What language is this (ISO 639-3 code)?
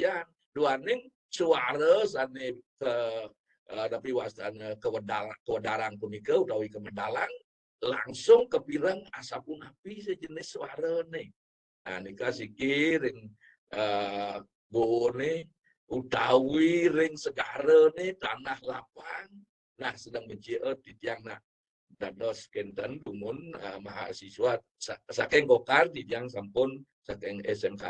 ban